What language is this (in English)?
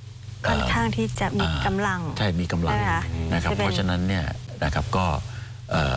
Thai